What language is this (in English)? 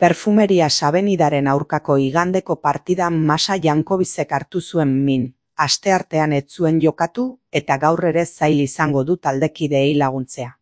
Basque